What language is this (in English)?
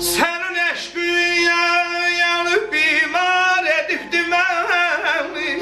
South Azerbaijani